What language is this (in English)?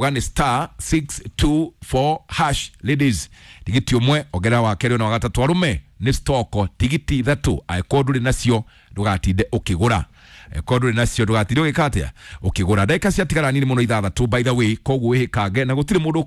Kikuyu